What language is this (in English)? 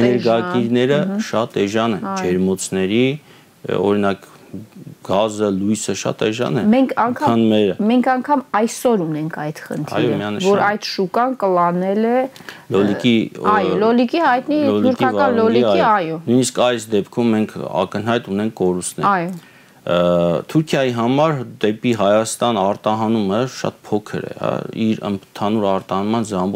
Armenian